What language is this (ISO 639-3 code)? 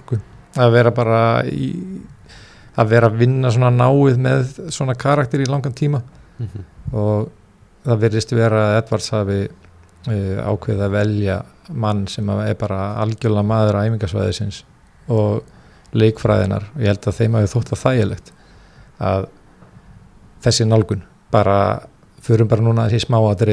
isl